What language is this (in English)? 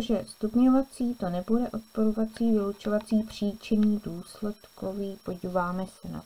Czech